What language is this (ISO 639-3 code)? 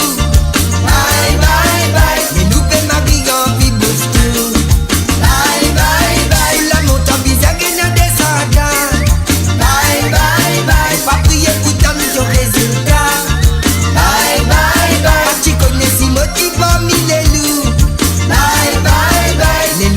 mfe